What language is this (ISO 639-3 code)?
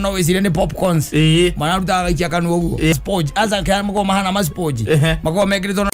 kik